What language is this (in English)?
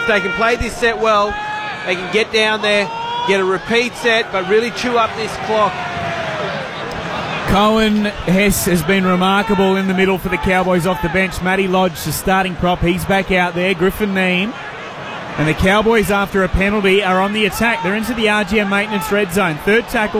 English